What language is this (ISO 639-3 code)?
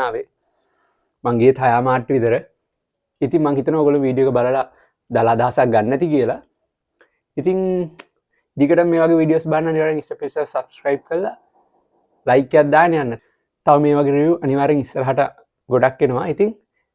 sin